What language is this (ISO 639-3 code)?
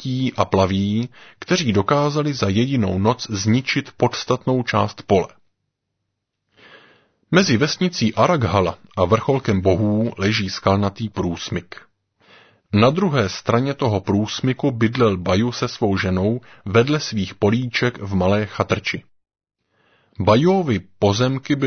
ces